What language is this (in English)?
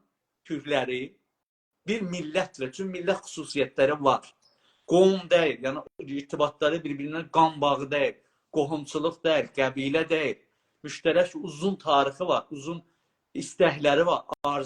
South Azerbaijani